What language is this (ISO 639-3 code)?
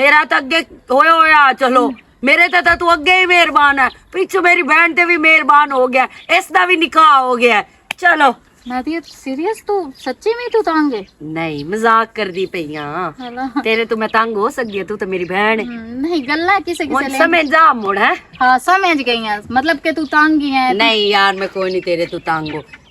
lah